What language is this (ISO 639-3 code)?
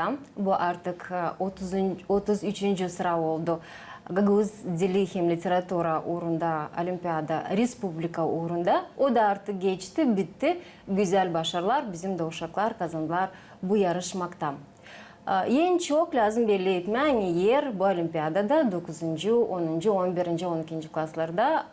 gag